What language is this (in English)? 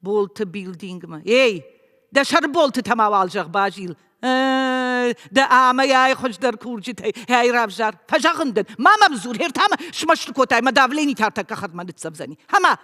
Ossetic